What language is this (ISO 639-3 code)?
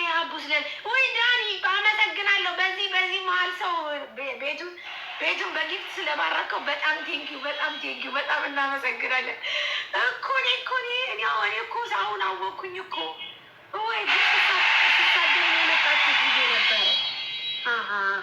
amh